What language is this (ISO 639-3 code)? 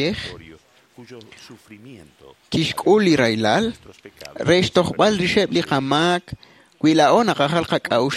kek